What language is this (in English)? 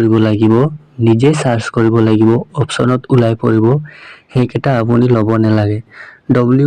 Assamese